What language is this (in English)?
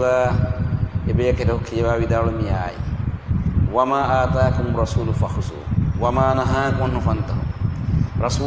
Divehi